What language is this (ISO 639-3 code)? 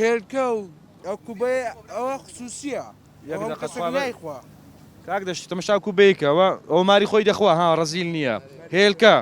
ckb